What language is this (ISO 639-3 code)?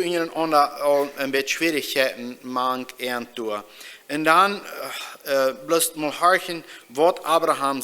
pdt